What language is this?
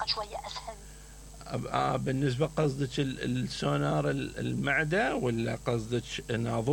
Mesopotamian Arabic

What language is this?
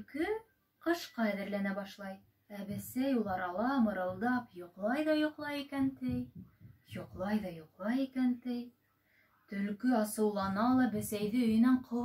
Bashkir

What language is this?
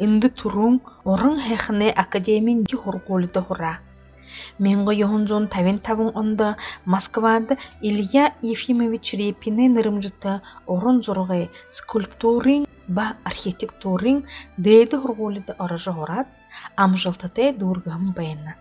Buriat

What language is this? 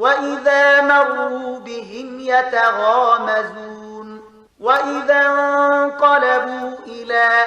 Pashto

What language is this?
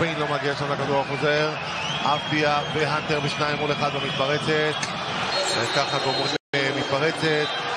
Hebrew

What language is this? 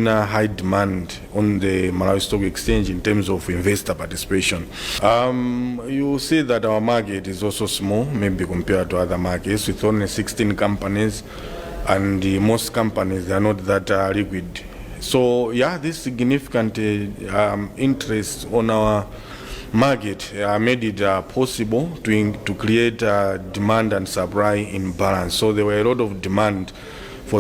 English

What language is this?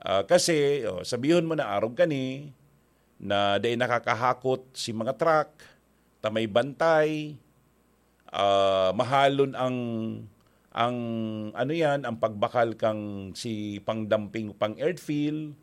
Bikol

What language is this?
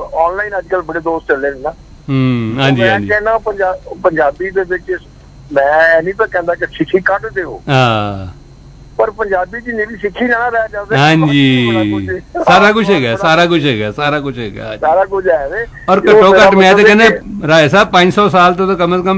Punjabi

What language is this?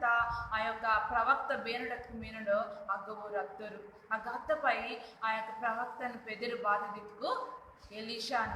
Koya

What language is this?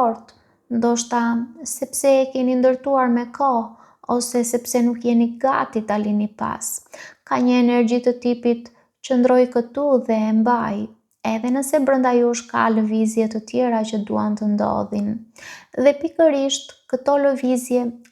Albanian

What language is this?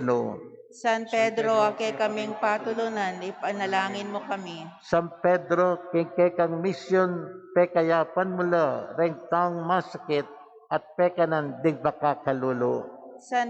Pampanga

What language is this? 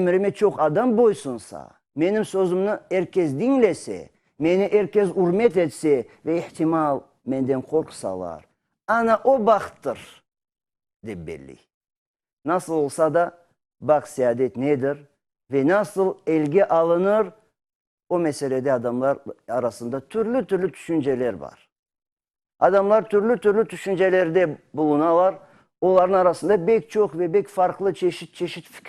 Crimean Tatar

